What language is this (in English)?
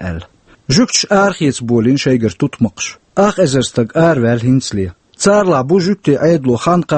Chechen